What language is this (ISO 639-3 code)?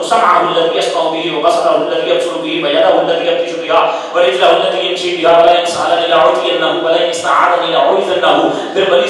urd